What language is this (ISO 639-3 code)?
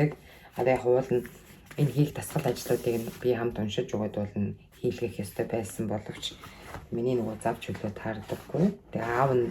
mon